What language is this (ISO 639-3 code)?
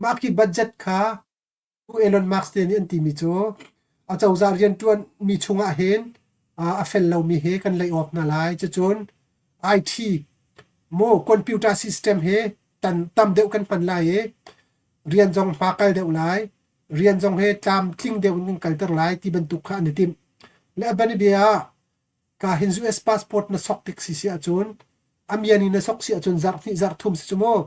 cnh